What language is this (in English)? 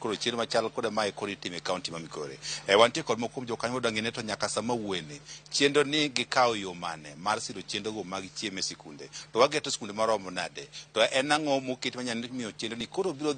Luo (Kenya and Tanzania)